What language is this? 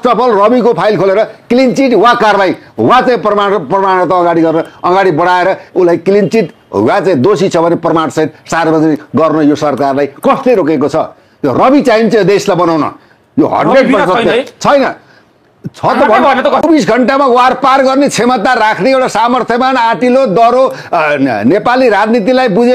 Nepali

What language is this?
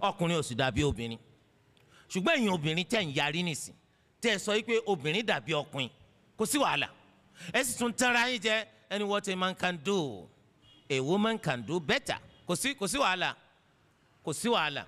Yoruba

